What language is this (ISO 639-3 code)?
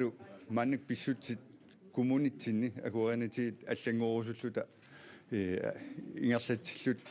kal